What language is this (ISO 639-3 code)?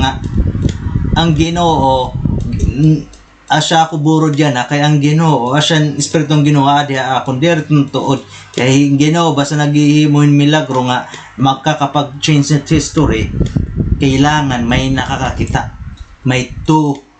war